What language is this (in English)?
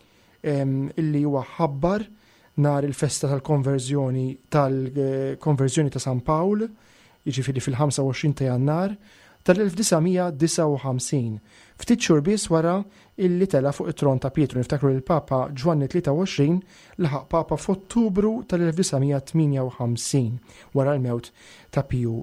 Maltese